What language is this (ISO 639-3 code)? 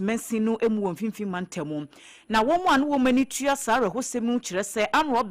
aka